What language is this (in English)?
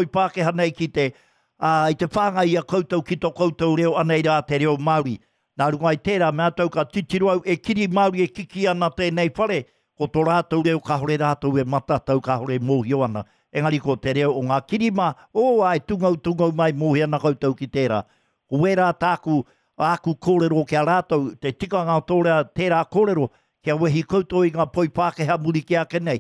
Māori